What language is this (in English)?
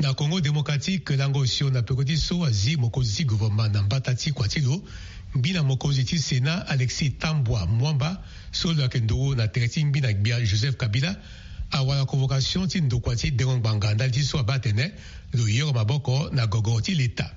Sango